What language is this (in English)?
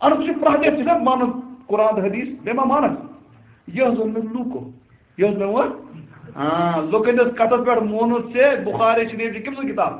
Kashmiri